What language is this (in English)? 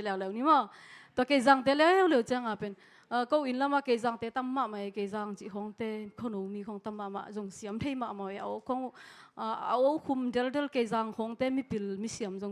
Tedim Chin